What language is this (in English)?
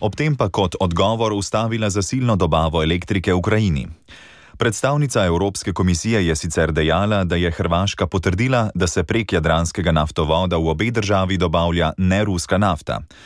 Slovenian